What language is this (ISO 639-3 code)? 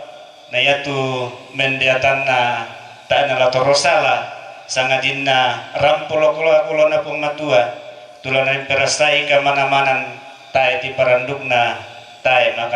sda